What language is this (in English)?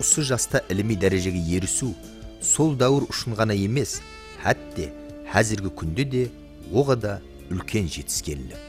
Kara-Kalpak